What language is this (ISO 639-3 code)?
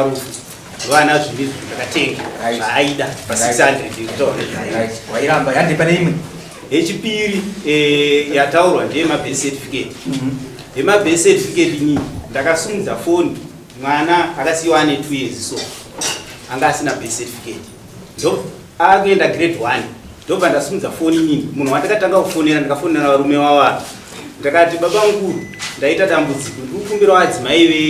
sna